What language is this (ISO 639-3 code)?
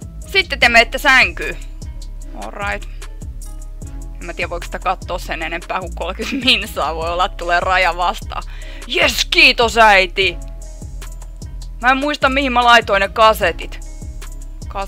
fin